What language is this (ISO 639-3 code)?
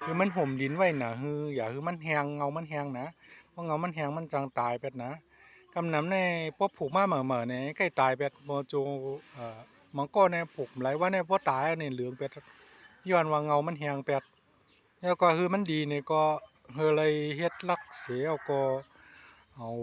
shn